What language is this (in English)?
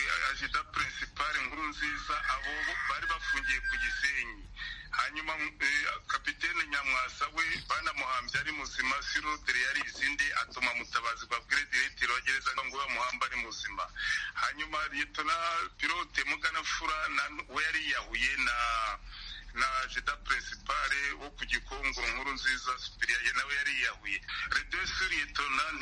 Kinyarwanda